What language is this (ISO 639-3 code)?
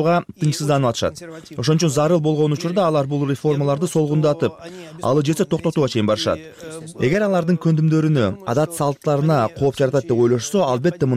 kir